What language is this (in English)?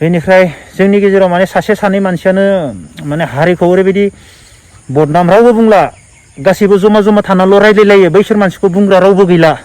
Bodo